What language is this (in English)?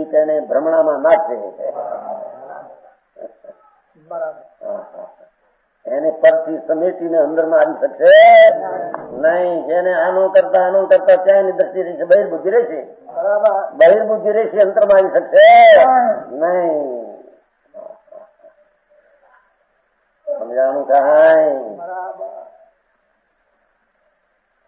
Gujarati